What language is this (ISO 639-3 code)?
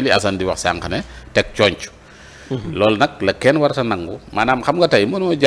wol